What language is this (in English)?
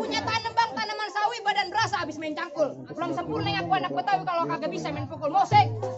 Betawi